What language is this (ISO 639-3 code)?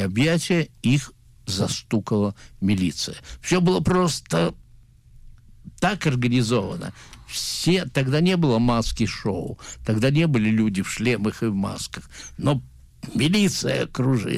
rus